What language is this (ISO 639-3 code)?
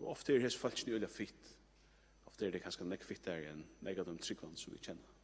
fao